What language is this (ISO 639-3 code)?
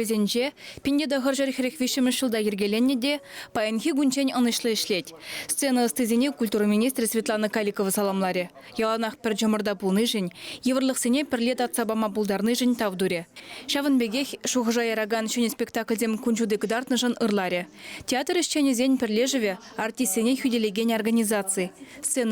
chv